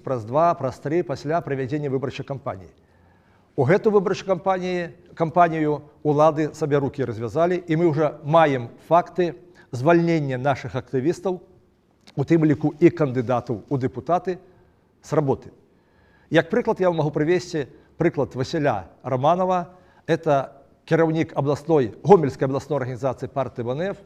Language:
Belarusian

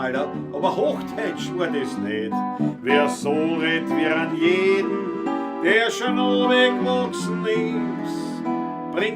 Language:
Bavarian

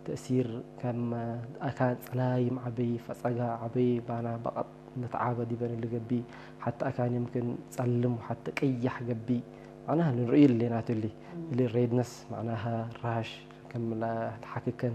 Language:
Tigre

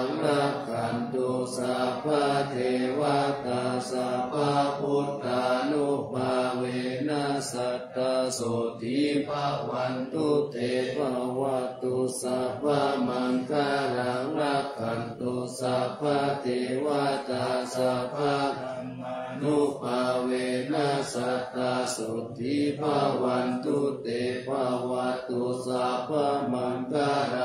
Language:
Pali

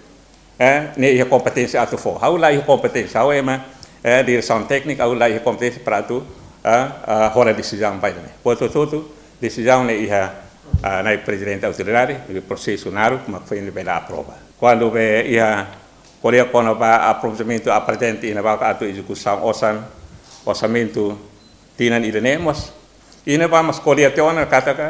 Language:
Tetum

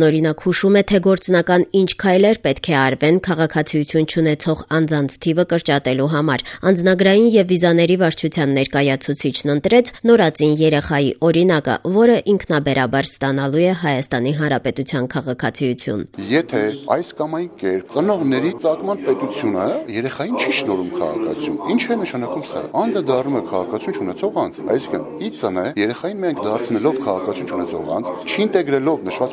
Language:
Armenian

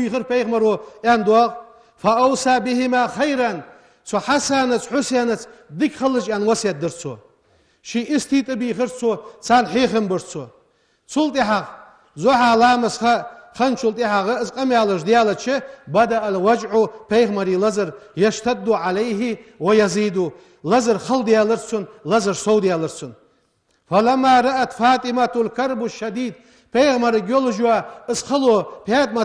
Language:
Ingush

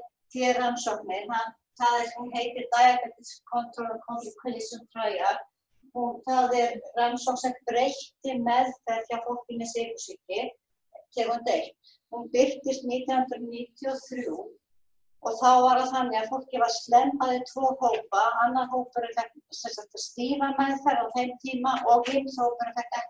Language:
Icelandic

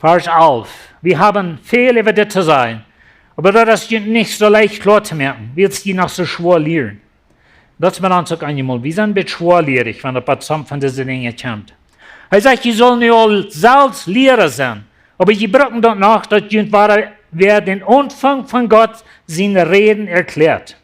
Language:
Plautdietsch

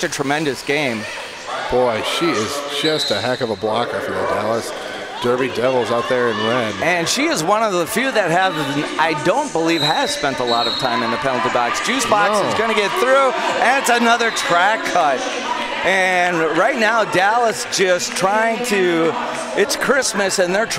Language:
English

